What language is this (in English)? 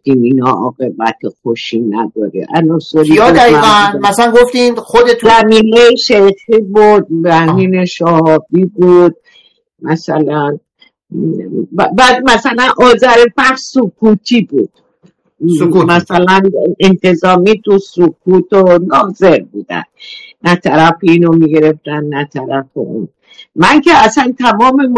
Persian